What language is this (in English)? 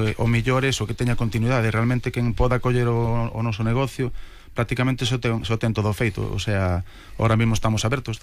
Galician